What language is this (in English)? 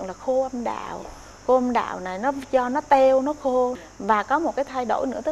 Vietnamese